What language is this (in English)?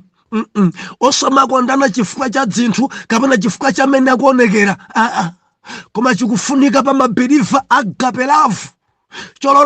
Nyanja